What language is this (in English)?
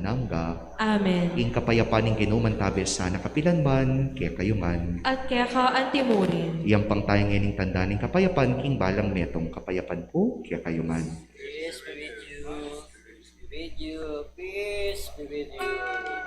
Pampanga